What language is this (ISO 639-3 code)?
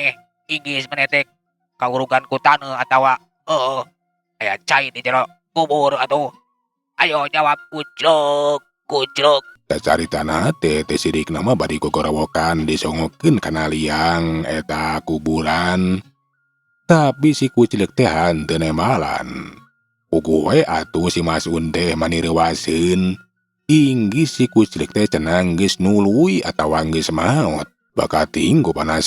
sun